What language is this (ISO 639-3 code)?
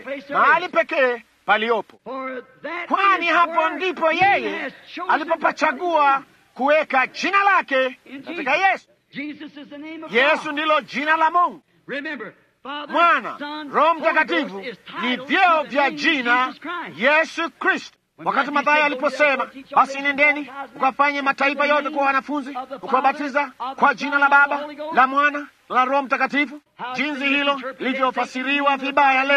swa